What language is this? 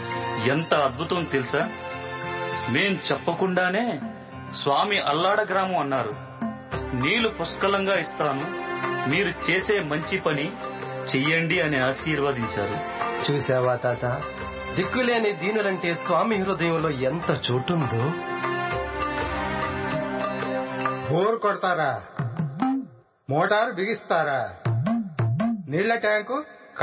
Telugu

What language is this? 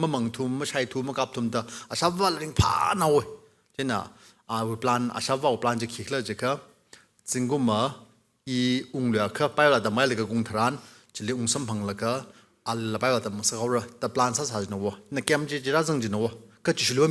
Tangkhul Naga (India)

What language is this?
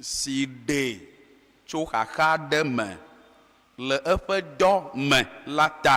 Ewe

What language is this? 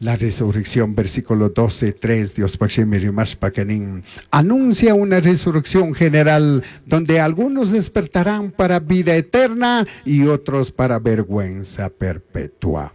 Chimborazo Highland Quichua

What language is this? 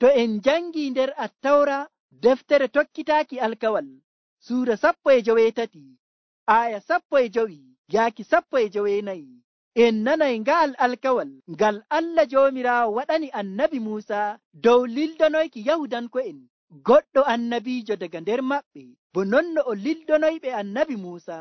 Nigerian Fulfulde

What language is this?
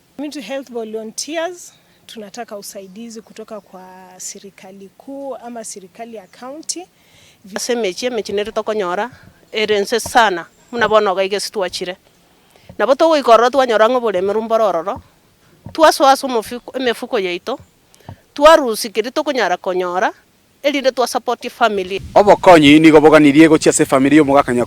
Gusii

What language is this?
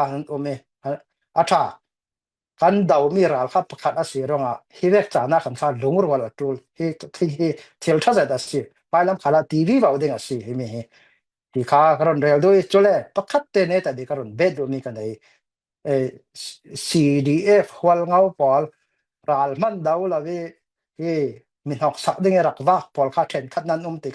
Falam Chin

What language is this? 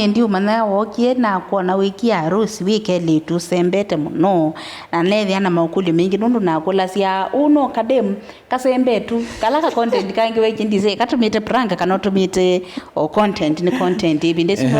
Kamba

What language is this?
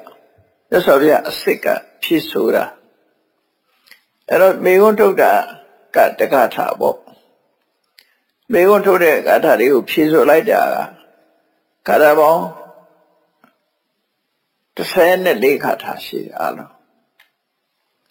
Burmese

